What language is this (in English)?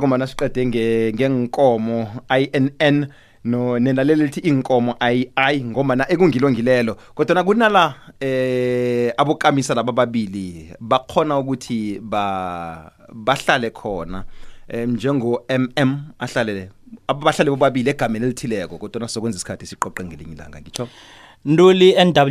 South Ndebele